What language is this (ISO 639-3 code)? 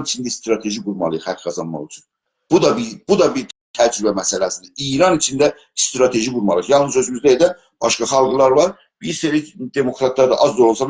azb